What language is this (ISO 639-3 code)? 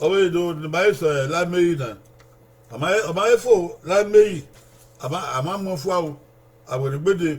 bin